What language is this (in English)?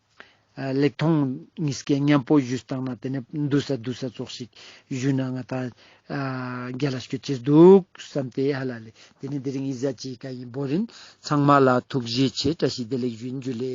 Ladakhi